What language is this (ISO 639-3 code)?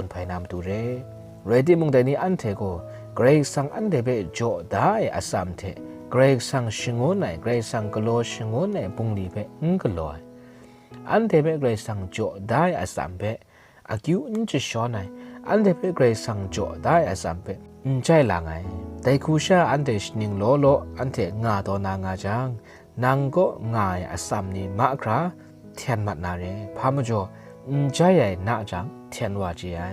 kac